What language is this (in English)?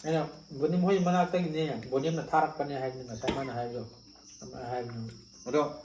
Manipuri